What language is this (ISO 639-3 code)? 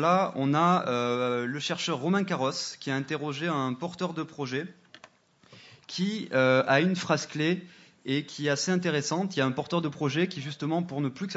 fra